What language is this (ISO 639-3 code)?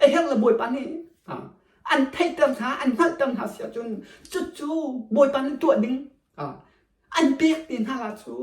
cnh